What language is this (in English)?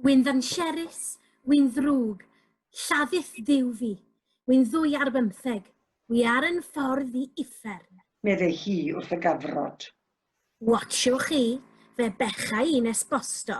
Welsh